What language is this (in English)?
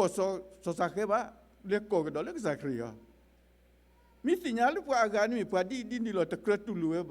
S'gaw Karen